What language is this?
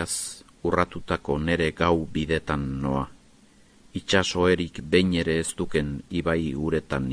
Basque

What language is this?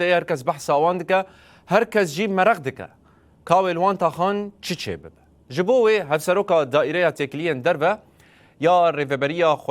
Kurdish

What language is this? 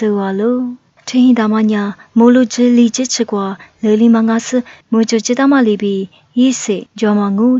Lisu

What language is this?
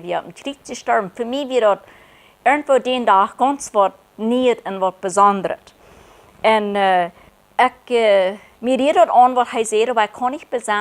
Plautdietsch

